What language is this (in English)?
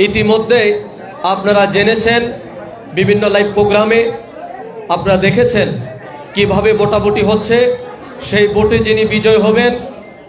Bangla